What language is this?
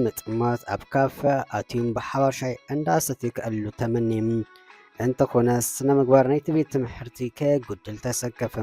Tigrinya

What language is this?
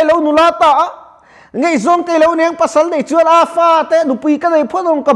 Mizo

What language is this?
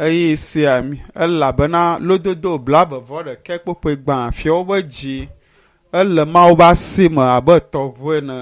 Ewe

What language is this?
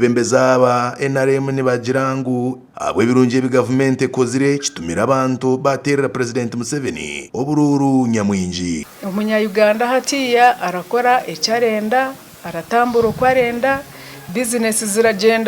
Nyankole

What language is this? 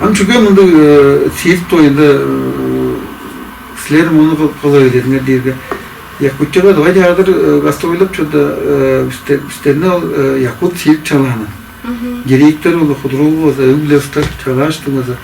Tuvinian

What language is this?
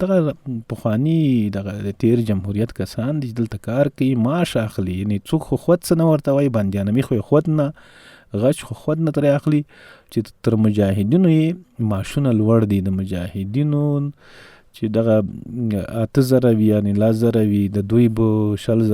Pashto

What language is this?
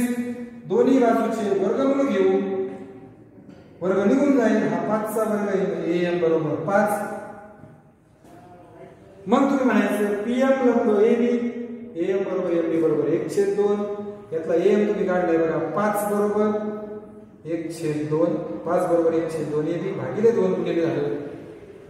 Marathi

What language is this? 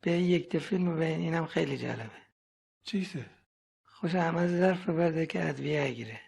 Gilaki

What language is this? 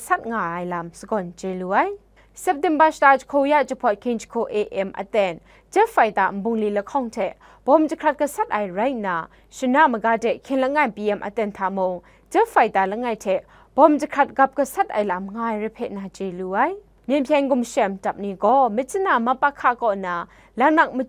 Kachin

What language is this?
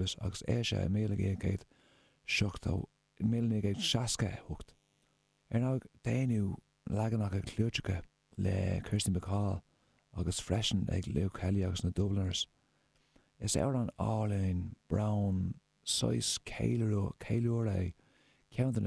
Irish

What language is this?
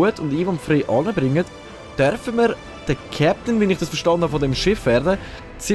Swiss German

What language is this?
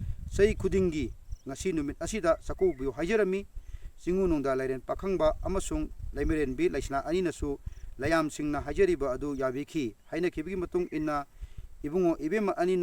Manipuri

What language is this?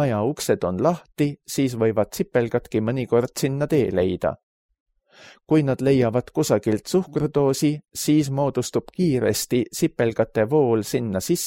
Estonian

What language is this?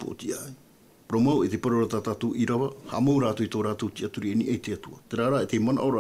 Tahitian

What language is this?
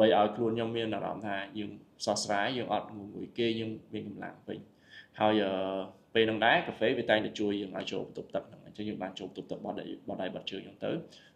Khmer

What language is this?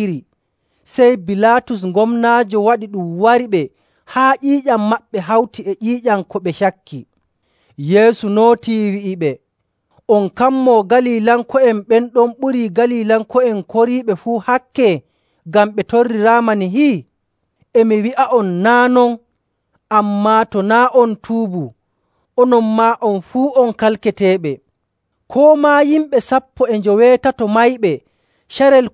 Nigerian Fulfulde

